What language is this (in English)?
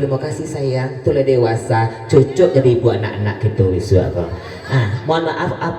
Minangkabau